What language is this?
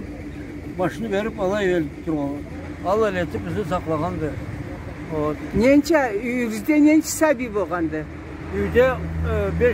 Karachay-Balkar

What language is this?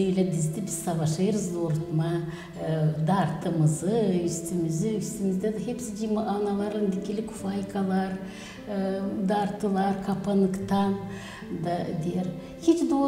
Gagauz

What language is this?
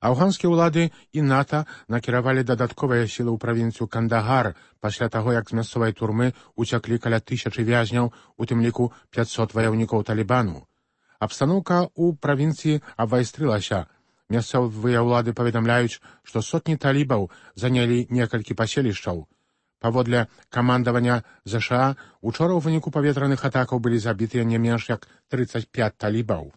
Belarusian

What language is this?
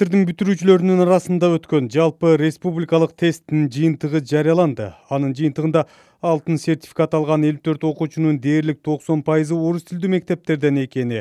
Kyrgyz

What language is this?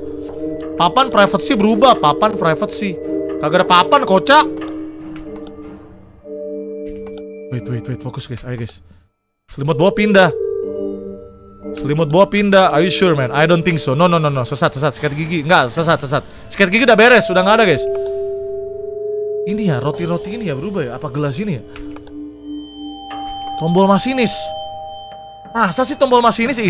Indonesian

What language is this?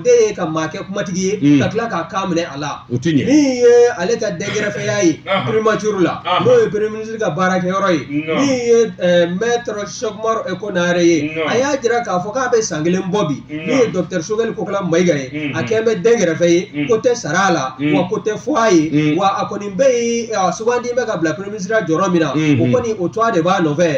Bambara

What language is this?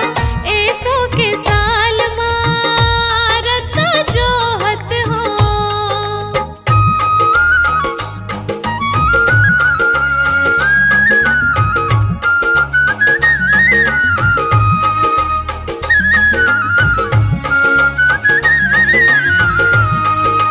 Chhattisgarhi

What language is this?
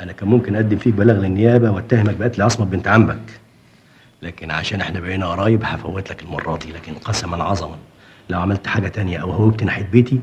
Egyptian Arabic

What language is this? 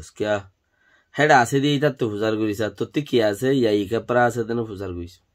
Rohingya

